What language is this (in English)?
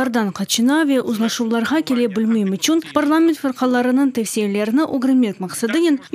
Crimean Tatar